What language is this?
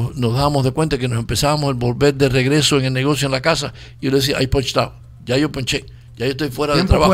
Spanish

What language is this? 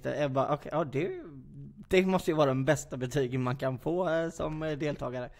Swedish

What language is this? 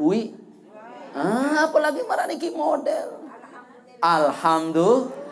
Sasak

